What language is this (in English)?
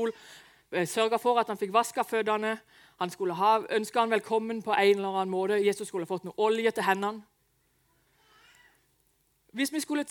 Norwegian